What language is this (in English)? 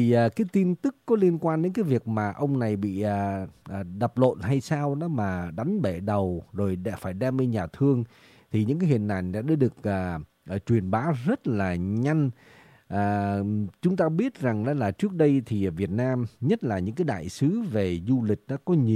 Vietnamese